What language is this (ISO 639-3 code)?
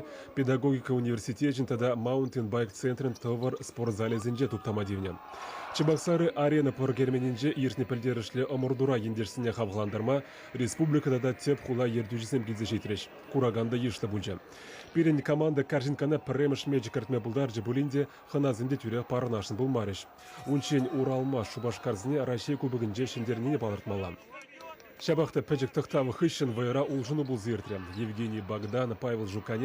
chv